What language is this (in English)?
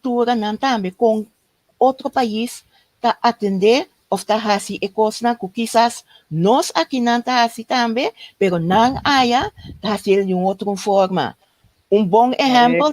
Papiamento